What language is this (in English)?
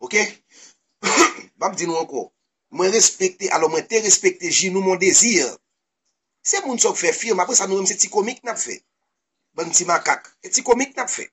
Haitian Creole